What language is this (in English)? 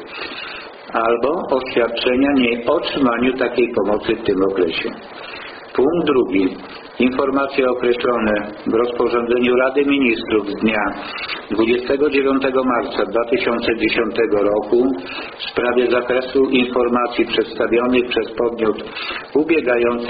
Polish